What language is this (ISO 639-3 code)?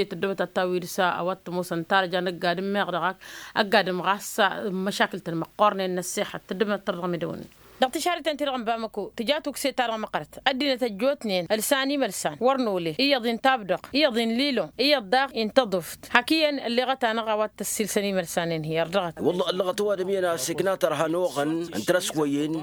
taq